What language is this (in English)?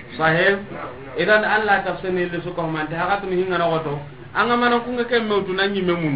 Soninke